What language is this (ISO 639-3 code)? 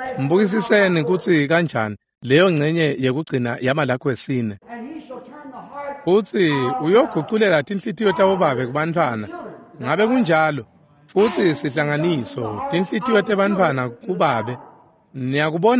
ssw